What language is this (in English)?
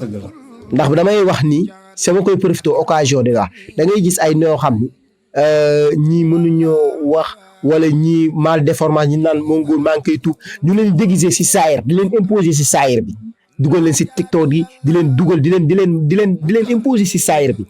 Wolof